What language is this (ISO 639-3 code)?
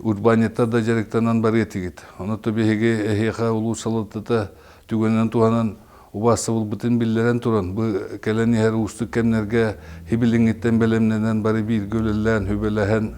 sah